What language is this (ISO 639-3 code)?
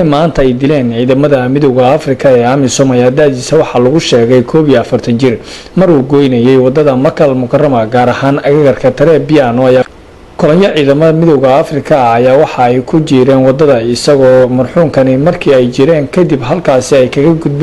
som